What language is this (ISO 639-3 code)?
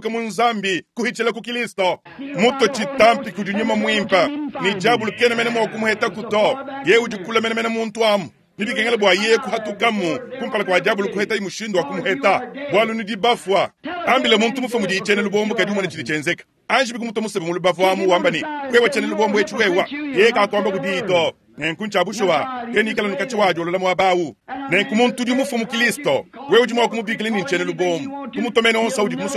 lua